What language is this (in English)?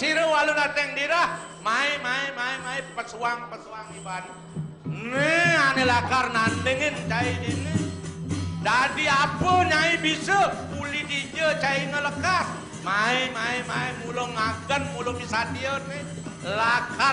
Balinese